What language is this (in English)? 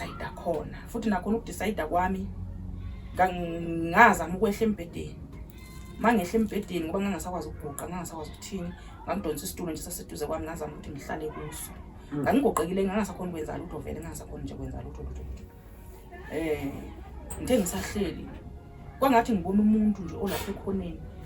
Zulu